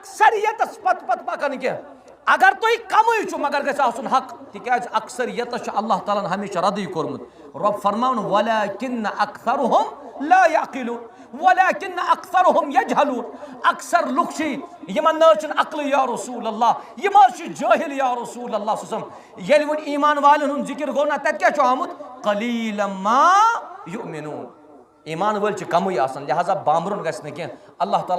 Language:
Kashmiri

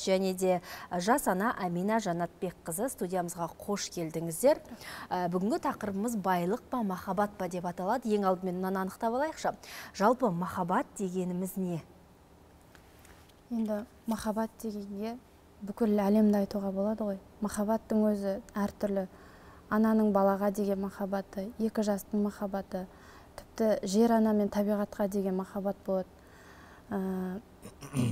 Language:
Kazakh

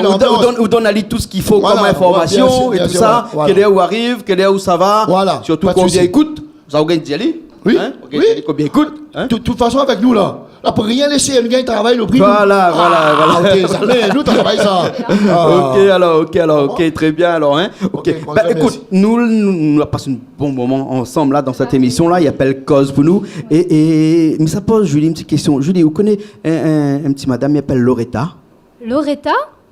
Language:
Réunion Creole French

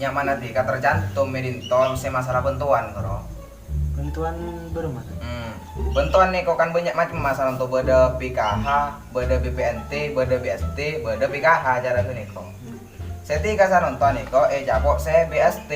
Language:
Madurese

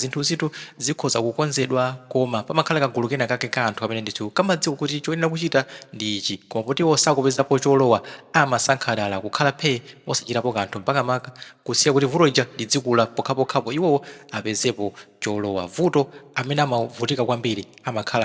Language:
Nyanja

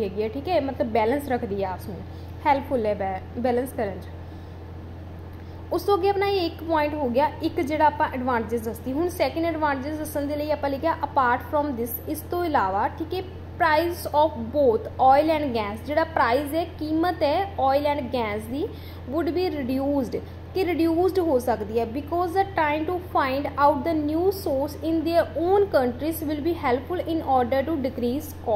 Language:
Punjabi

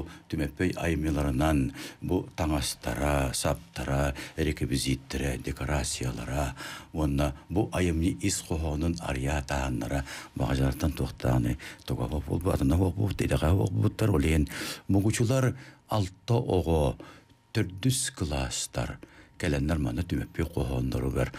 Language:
Yakut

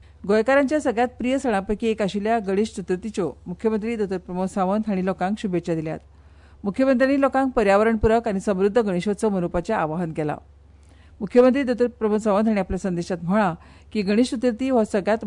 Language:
Konkani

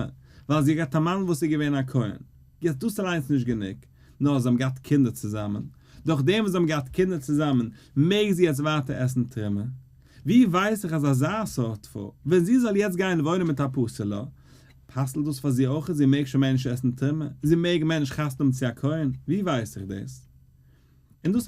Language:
Yiddish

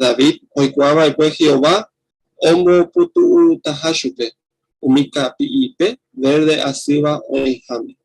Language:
Guarani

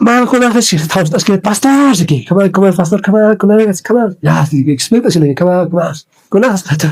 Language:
Aymara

